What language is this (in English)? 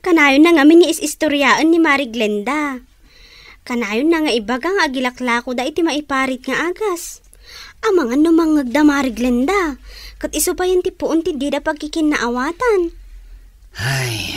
Iloko